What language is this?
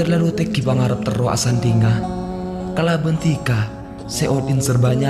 Madurese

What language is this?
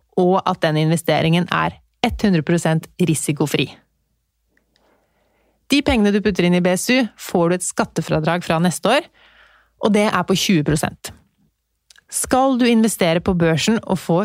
Norwegian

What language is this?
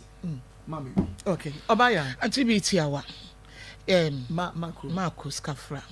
Akan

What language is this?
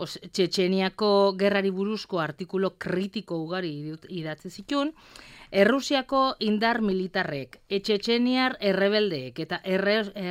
Basque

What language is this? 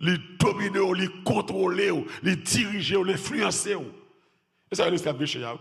Haitian Creole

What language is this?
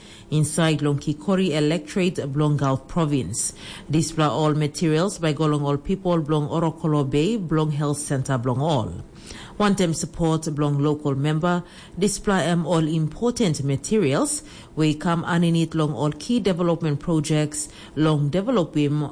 Tok Pisin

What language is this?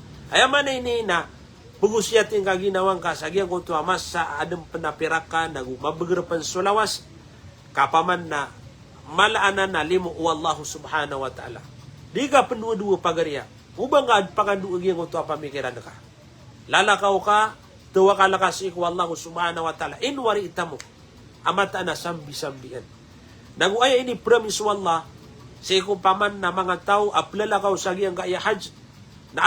Maranao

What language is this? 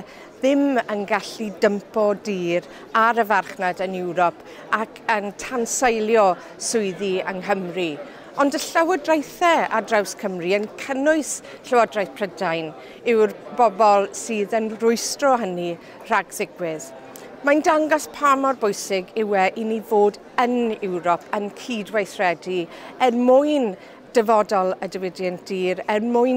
Welsh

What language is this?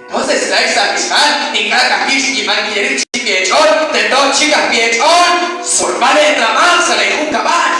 Kekchí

